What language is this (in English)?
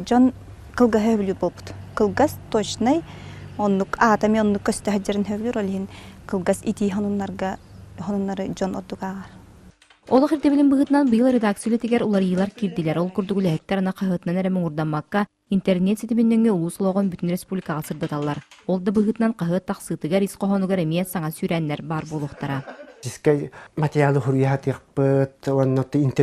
Yakut